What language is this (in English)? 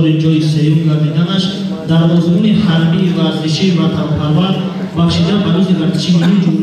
Tajik